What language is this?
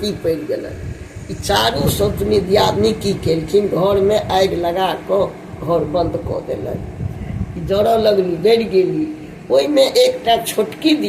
Maithili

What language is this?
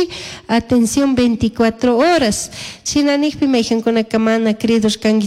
Chimborazo Highland Quichua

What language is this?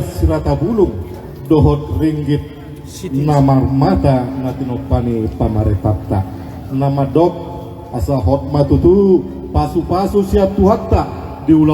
Batak Toba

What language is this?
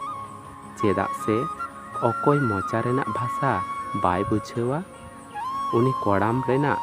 Santali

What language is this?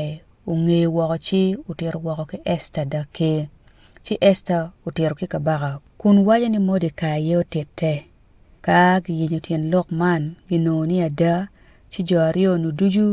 Acoli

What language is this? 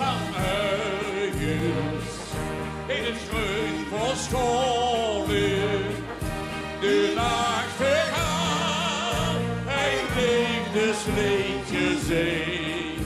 Limburgish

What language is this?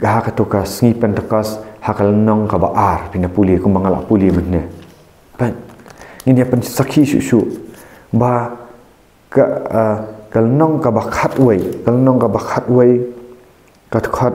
Khasi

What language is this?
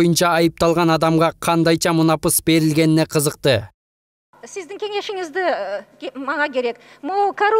Kyrgyz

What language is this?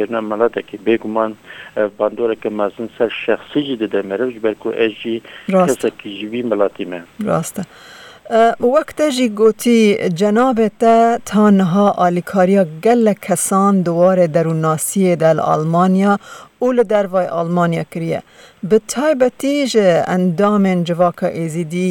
Kurdish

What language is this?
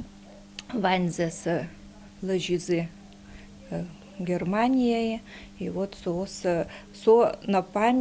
Udmurt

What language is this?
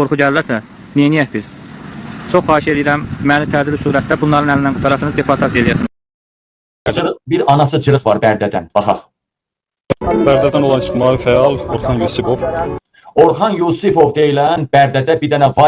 Azerbaijani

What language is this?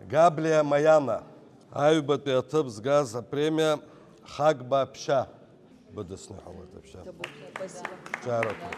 Abkhazian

